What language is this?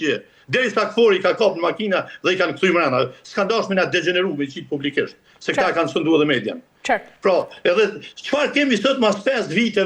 Albanian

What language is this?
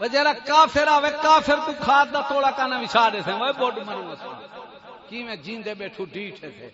Saraiki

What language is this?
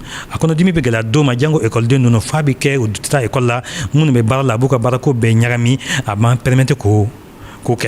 Bambara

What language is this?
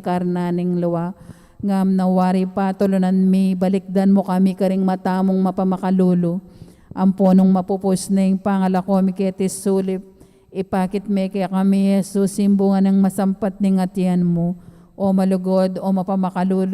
Pampanga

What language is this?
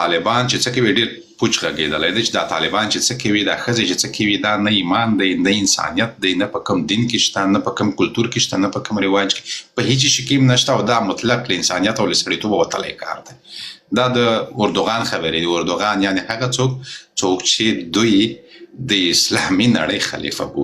Pashto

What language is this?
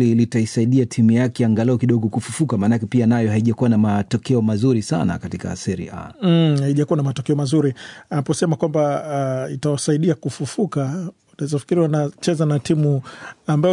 Swahili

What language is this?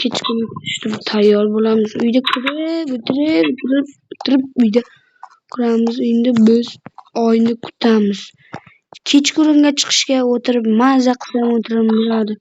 Uzbek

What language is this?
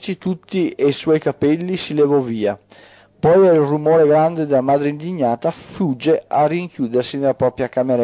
Italian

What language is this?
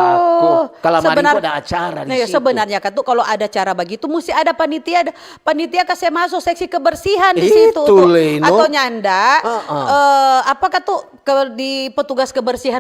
Manado Malay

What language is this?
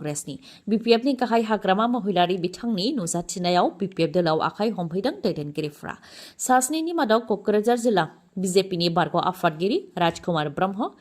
Bodo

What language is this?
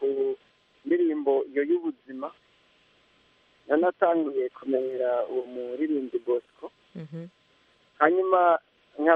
Kinyarwanda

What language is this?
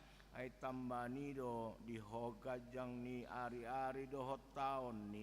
Batak Toba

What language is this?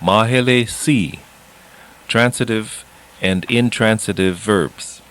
Hawaiian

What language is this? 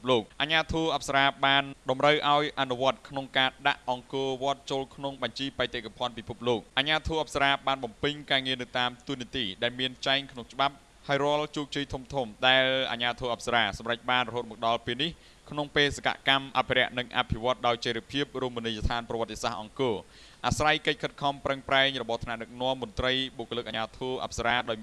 Khmer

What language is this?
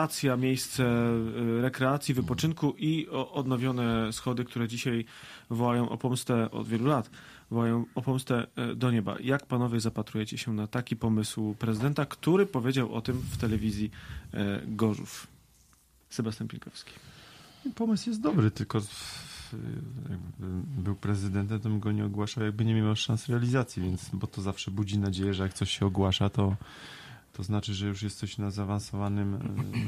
Polish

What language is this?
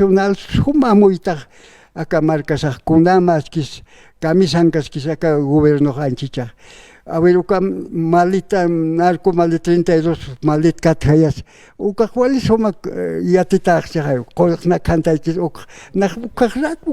Aymara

